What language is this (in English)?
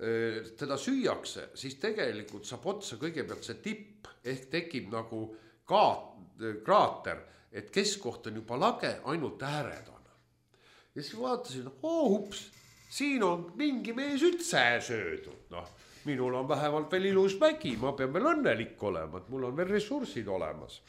Estonian